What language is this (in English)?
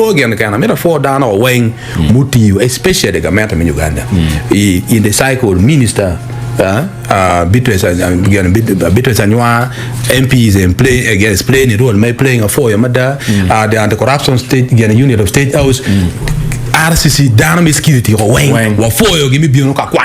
Acoli